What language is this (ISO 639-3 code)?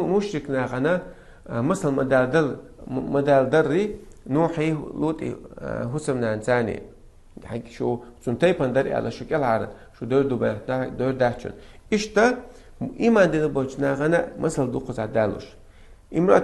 che